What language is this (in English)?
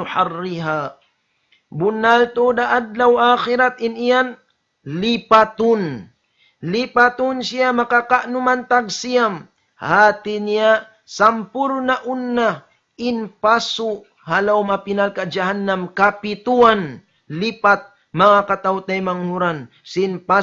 Tausug